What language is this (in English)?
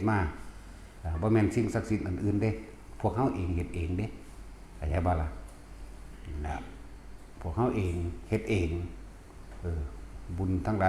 Northeastern Thai